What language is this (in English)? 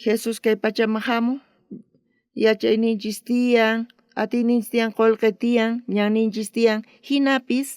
South Bolivian Quechua